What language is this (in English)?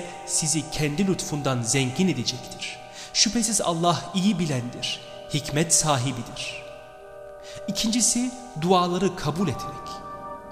Turkish